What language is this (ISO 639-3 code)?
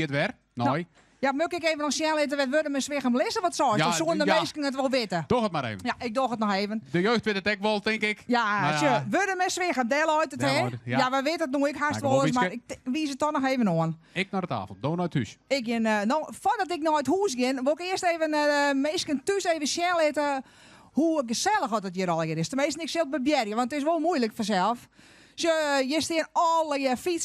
fry